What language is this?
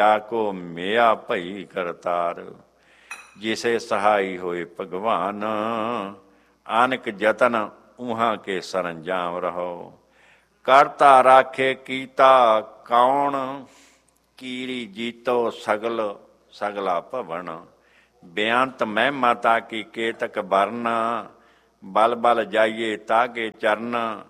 Punjabi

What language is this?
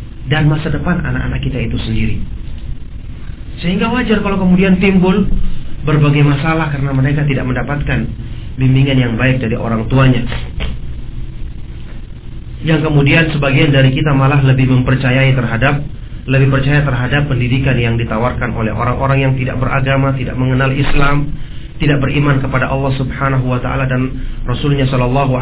Indonesian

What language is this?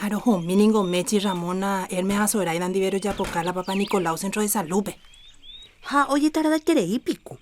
Guarani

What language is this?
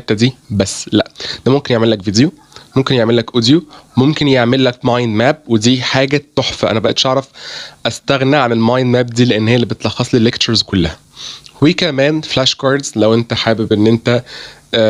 Egyptian Arabic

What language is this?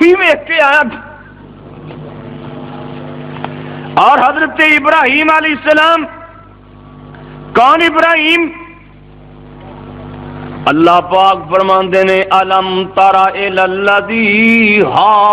Western Panjabi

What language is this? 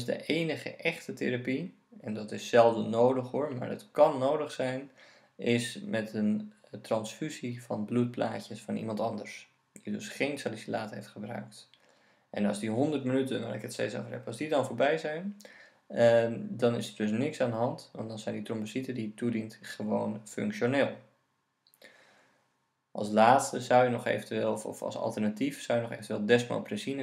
Dutch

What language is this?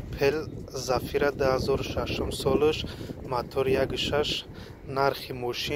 Tajik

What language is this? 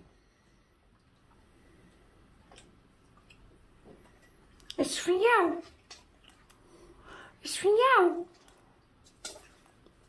Dutch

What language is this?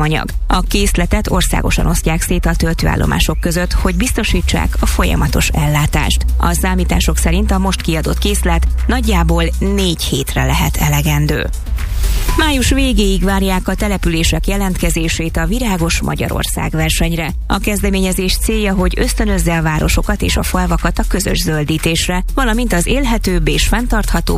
Hungarian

